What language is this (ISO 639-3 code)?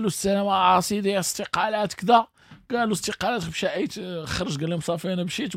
ary